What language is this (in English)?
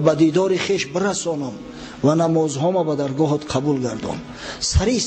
Tajik